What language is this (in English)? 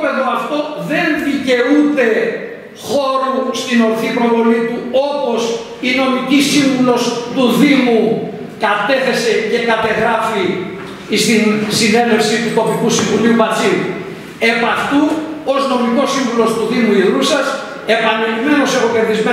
Greek